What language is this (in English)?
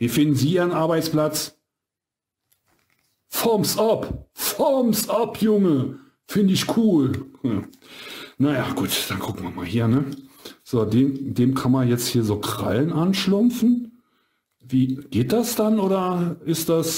German